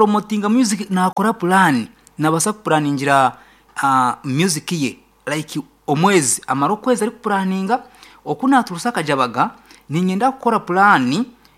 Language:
Nyankole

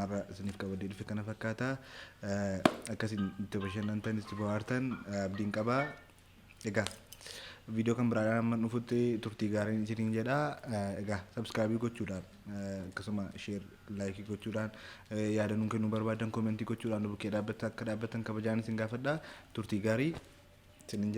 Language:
Oromo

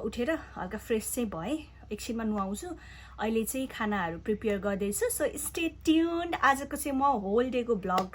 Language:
Nepali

